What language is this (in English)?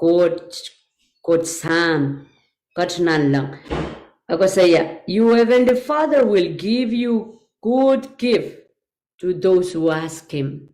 Pohnpeian